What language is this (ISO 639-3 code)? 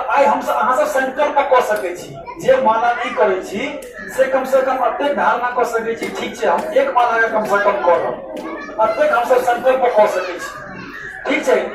mai